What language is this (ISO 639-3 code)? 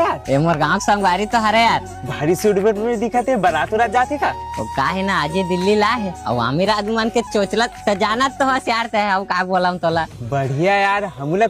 hne